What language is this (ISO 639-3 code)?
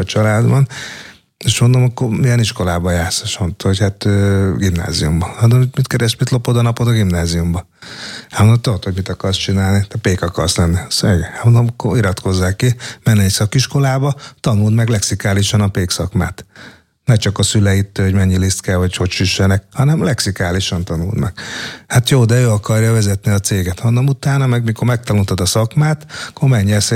hun